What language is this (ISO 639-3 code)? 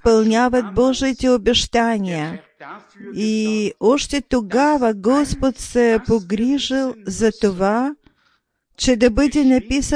bul